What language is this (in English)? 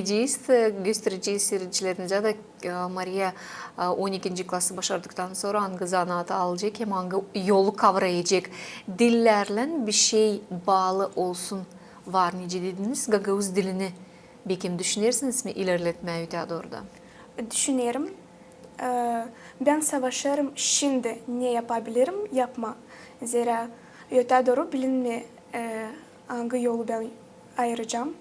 Gagauz